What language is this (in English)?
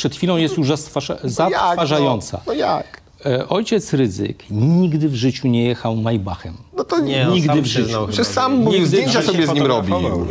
Polish